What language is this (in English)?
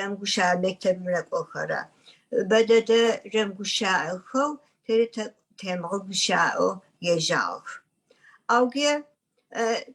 Adyghe